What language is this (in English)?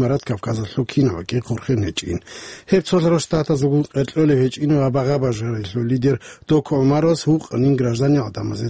Avaric